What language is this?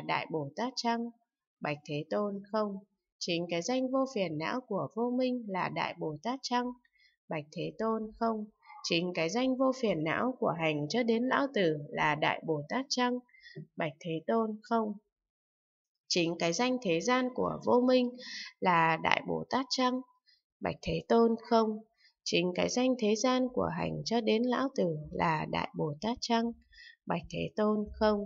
Vietnamese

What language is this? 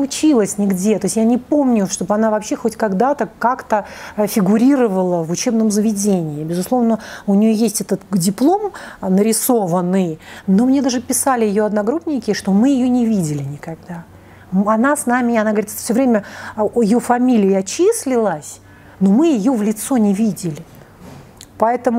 Russian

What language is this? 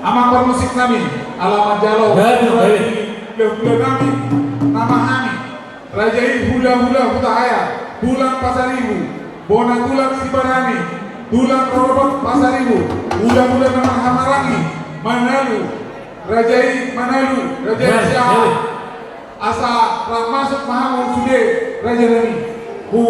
Batak Toba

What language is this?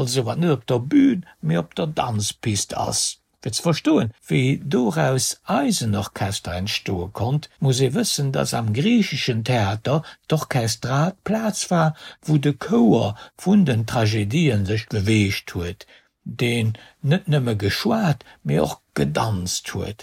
Luxembourgish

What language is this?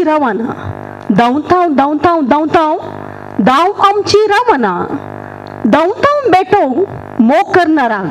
Konkani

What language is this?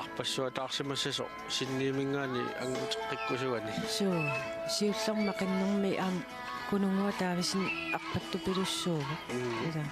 Kalaallisut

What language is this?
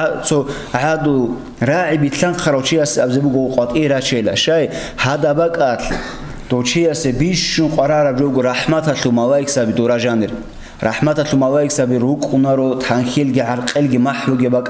Avaric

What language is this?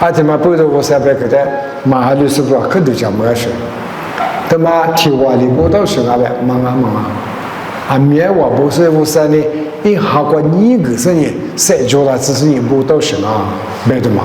Lisu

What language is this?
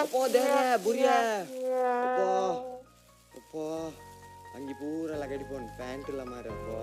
Tulu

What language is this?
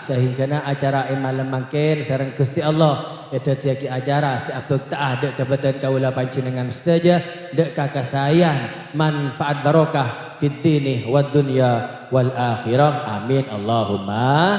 Madurese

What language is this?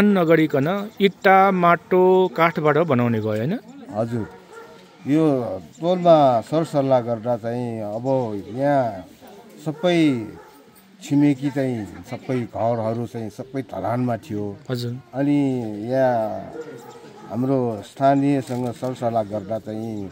Nepali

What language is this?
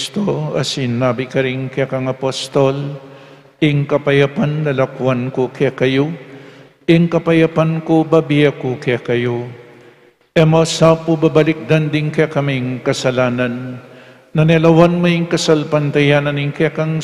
Pampanga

